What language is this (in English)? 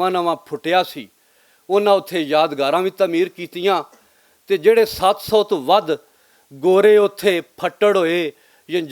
Western Panjabi